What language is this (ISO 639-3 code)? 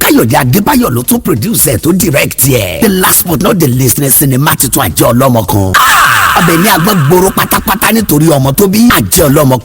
yor